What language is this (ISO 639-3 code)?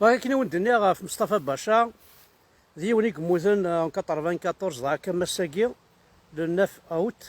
kab